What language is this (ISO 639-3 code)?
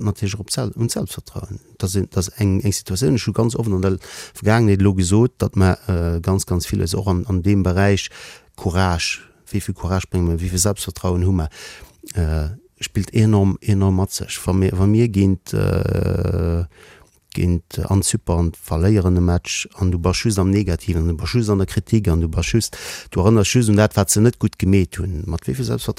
ltz